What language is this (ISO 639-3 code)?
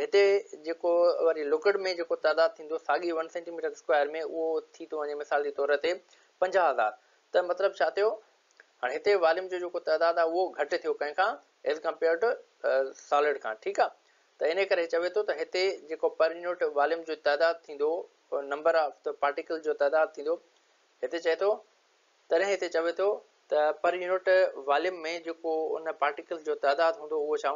snd